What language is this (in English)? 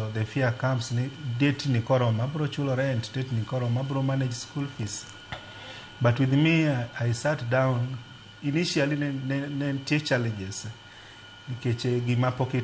Luo (Kenya and Tanzania)